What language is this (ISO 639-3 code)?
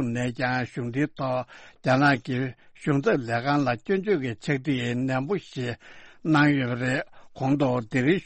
bod